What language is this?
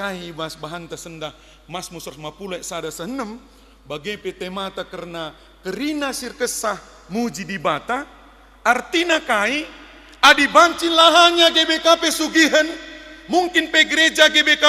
Batak Karo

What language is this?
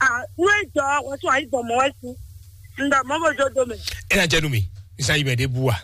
Fon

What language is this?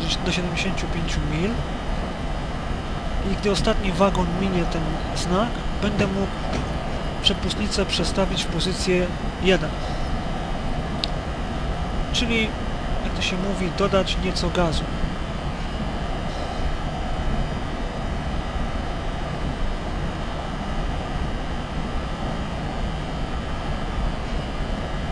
Polish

